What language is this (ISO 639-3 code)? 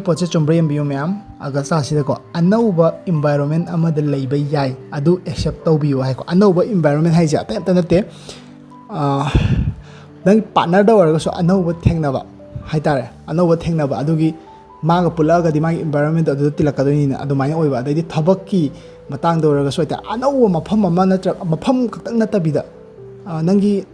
mni